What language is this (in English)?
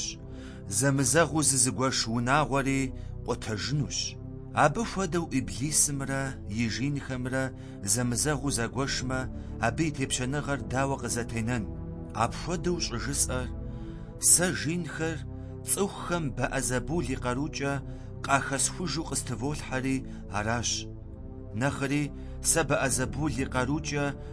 Kabardian